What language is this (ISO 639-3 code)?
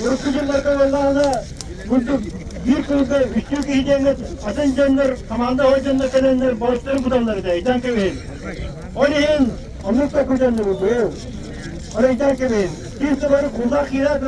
sah